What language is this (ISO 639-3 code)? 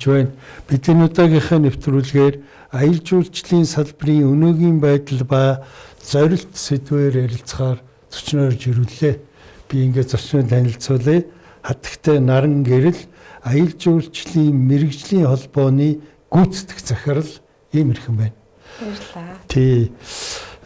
mon